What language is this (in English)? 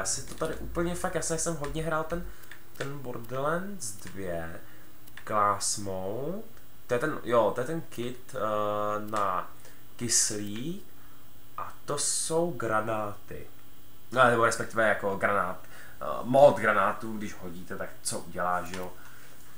Czech